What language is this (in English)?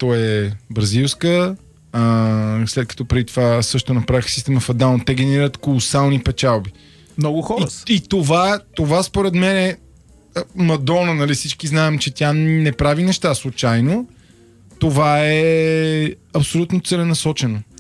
Bulgarian